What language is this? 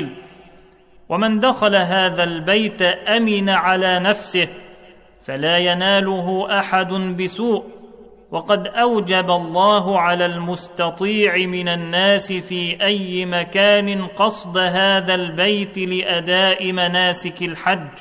Arabic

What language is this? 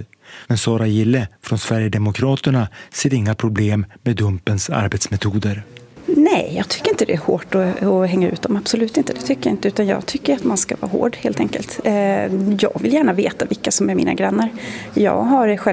Swedish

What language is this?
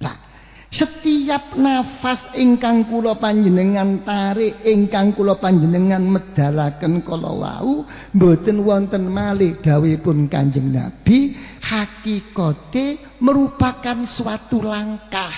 Javanese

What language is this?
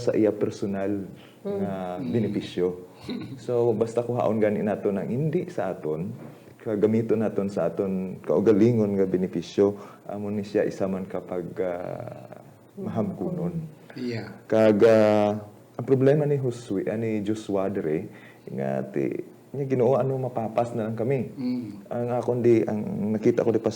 Hiligaynon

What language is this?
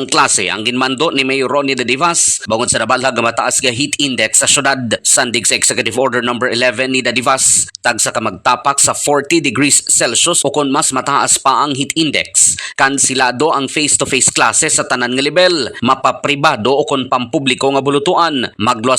Hiligaynon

